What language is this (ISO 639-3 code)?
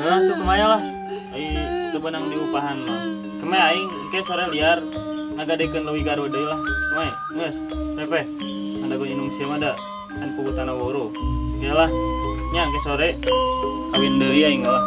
sun